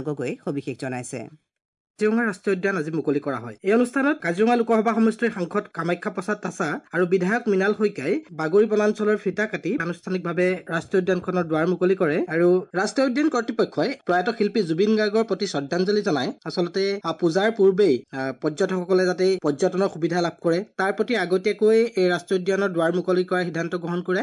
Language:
Assamese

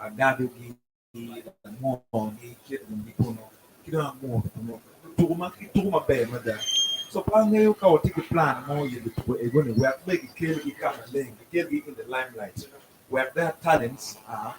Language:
Acoli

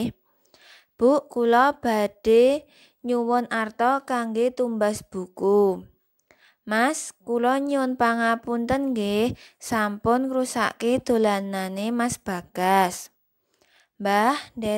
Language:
Javanese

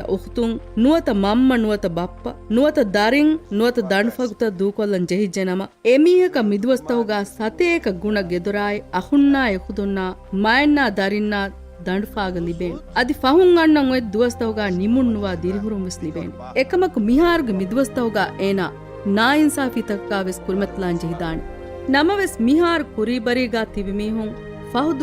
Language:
Divehi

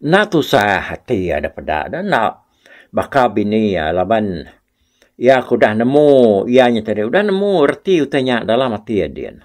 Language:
Iban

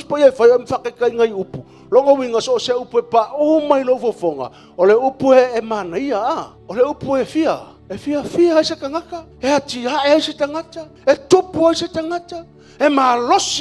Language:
Samoan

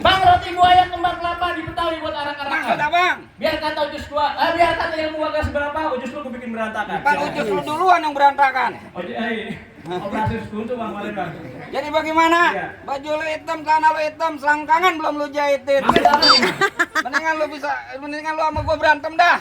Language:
Betawi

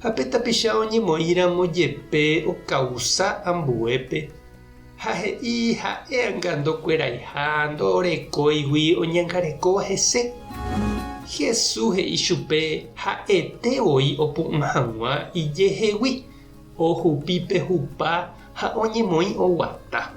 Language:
Guarani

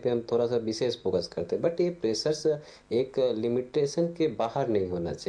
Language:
Hindi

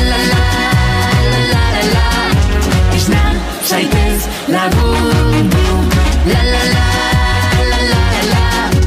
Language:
Basque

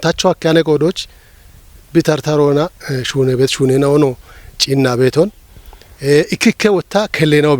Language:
Kafa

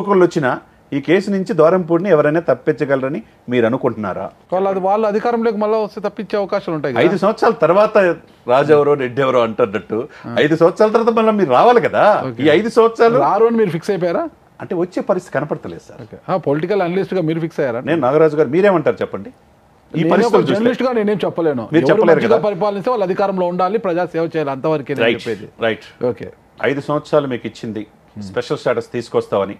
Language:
Telugu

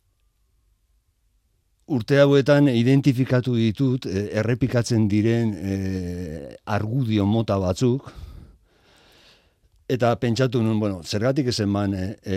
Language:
Basque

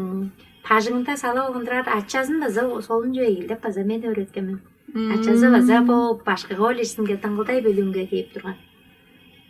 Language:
Tuvinian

